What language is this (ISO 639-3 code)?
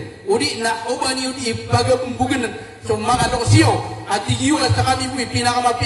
mrw